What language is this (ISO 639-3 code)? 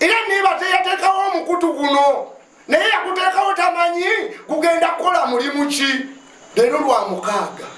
lug